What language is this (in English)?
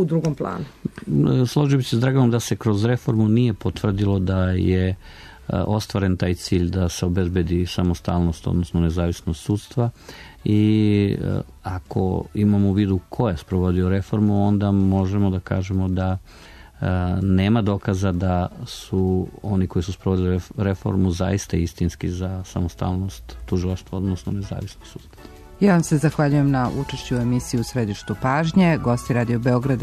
Serbian